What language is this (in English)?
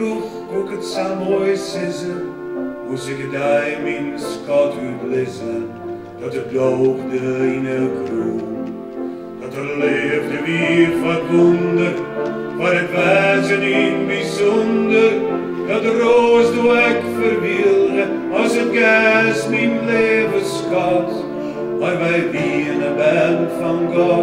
Western Frisian